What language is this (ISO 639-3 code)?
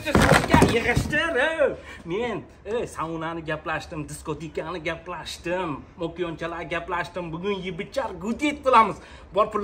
uzb